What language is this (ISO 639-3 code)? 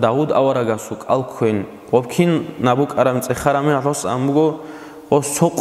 ava